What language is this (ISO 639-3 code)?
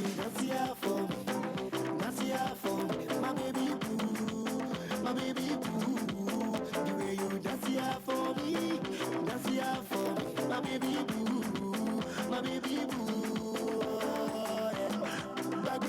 pcm